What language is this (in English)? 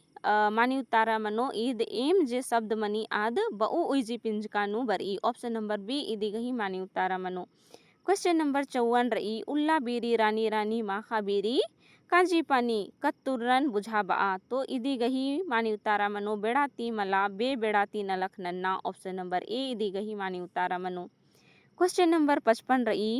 Kurukh